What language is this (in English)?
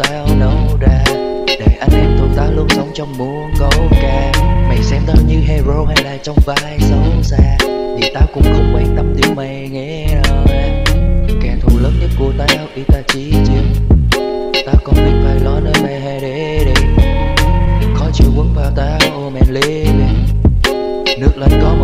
Vietnamese